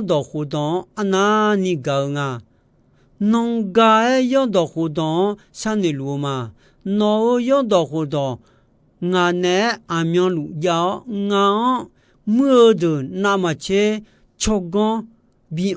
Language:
Akha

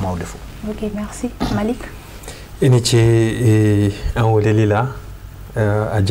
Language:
Bambara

